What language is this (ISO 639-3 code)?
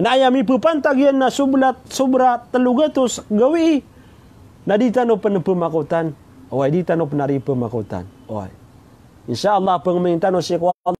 mrw